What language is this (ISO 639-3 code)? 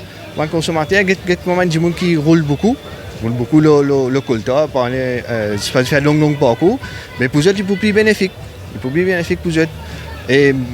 mfe